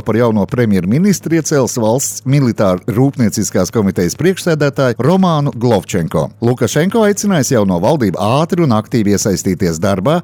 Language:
Latvian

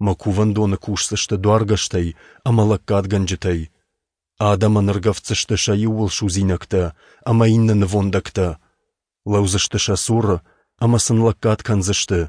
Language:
Ossetic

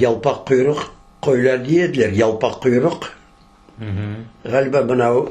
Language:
Crimean Tatar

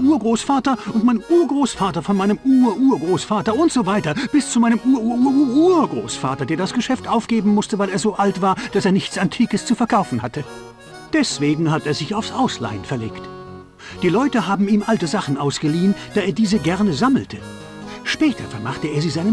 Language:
Bavarian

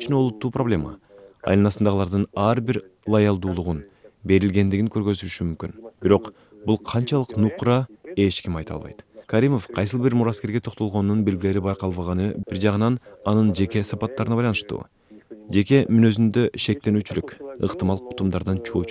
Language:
Kyrgyz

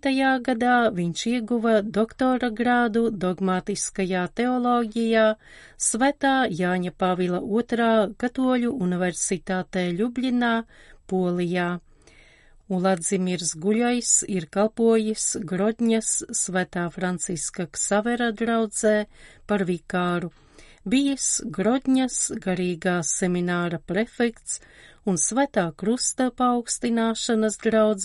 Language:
Latvian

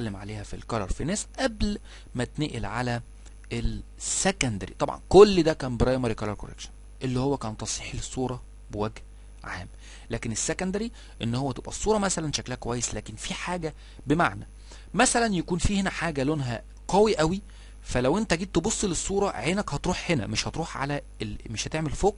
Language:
Egyptian Arabic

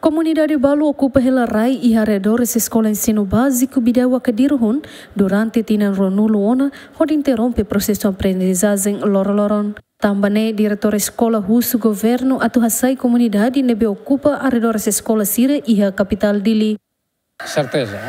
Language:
Tetum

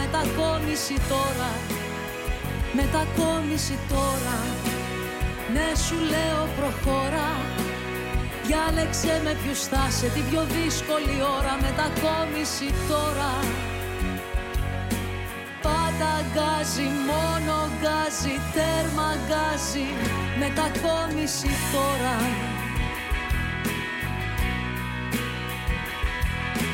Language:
Greek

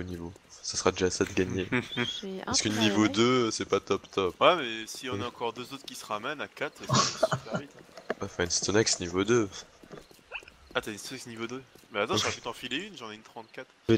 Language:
French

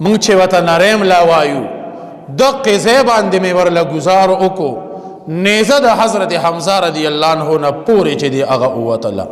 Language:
Pashto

